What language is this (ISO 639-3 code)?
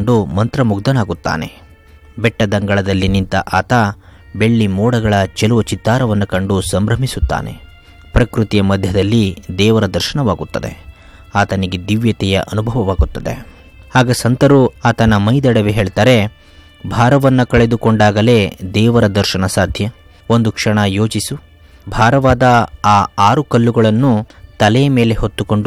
kan